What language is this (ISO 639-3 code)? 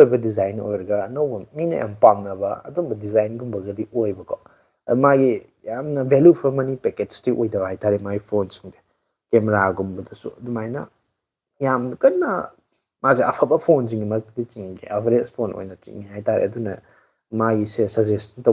mni